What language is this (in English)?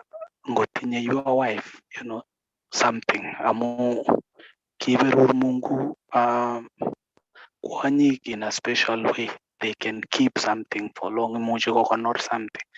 Kalenjin